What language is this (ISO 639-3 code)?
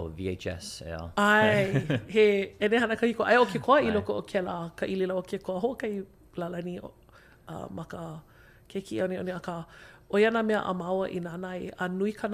haw